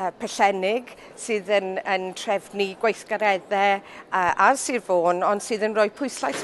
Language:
Welsh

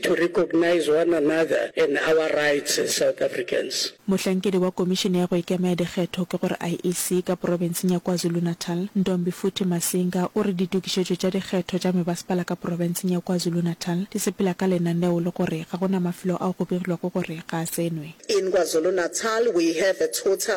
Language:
Northern Sotho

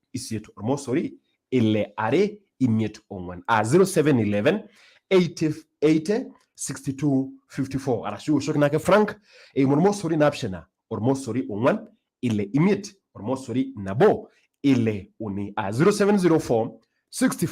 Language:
Masai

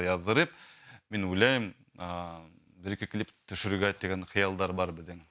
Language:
Bashkir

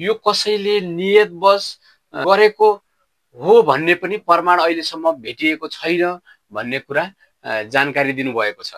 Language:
Nepali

